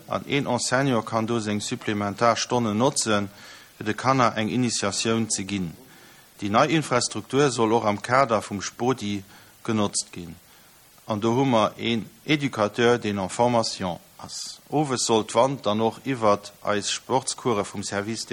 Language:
Luxembourgish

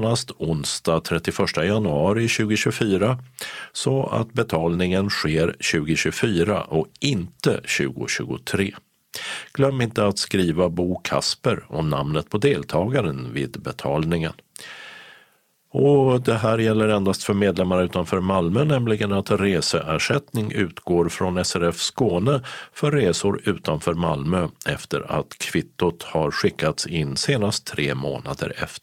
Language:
Swedish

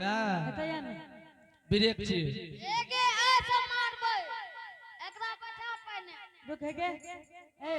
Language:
Angika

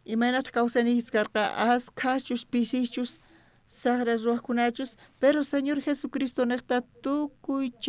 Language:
South Bolivian Quechua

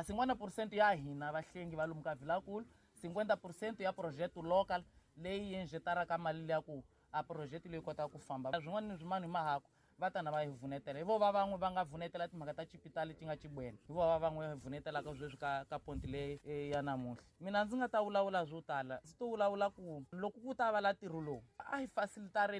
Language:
Tsonga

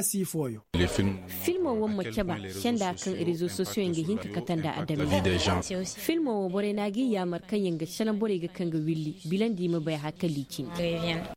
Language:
Koyraboro Senni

